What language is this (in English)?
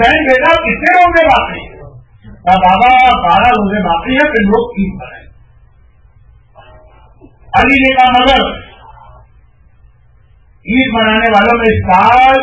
Urdu